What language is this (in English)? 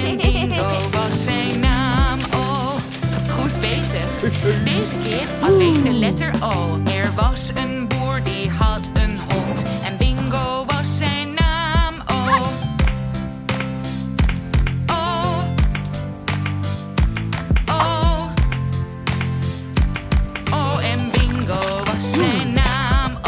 Dutch